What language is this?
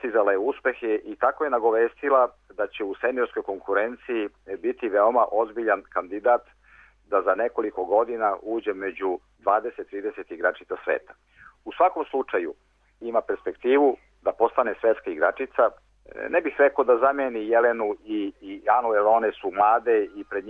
Serbian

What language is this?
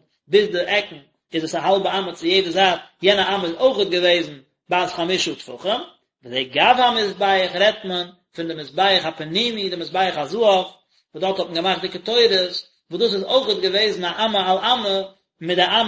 Yiddish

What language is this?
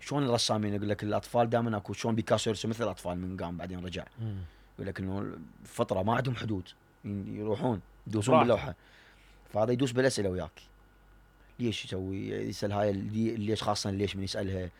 Mesopotamian Arabic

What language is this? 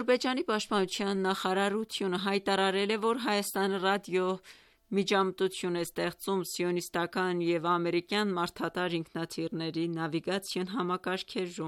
Armenian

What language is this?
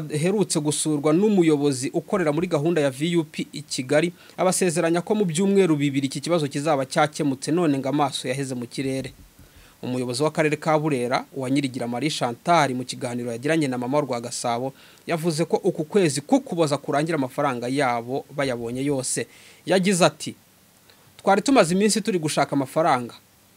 Kinyarwanda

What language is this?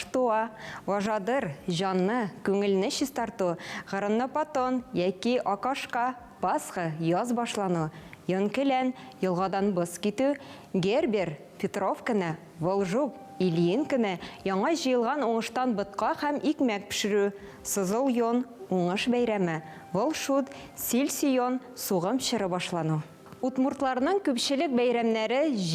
Tatar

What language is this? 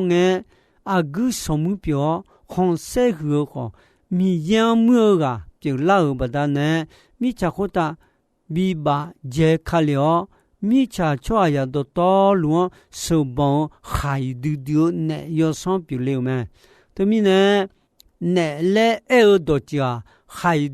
Akha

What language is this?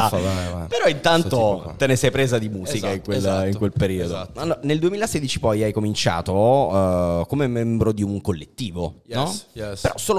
Italian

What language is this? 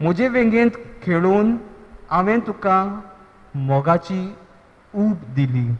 Konkani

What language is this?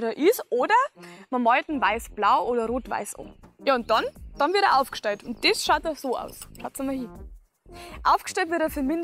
Bavarian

